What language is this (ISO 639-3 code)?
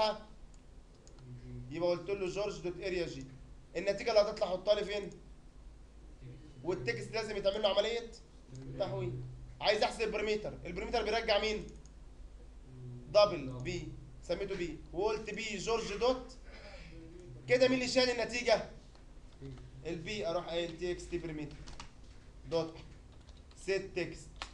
arz